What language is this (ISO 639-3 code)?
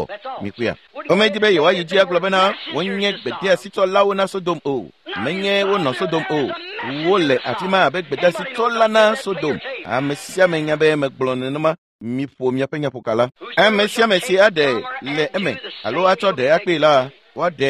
ewe